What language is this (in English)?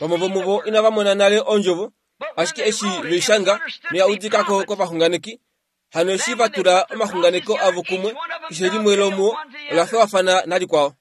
Kuanyama